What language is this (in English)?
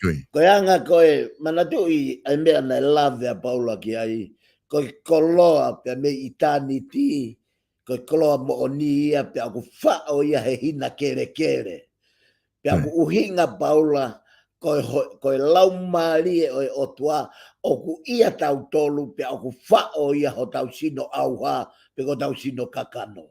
Tongan